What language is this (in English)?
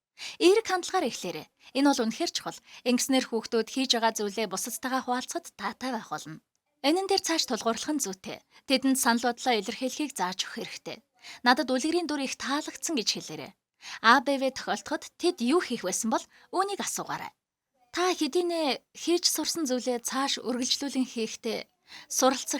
Mongolian